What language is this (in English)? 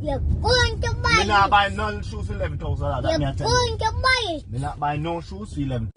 Jamaican Creole English